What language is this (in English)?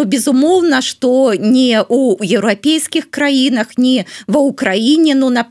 Belarusian